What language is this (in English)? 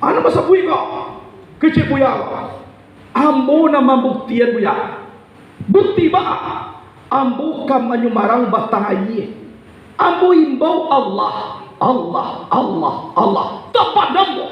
Minangkabau